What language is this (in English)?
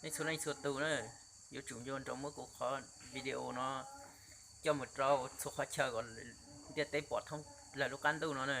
Hmong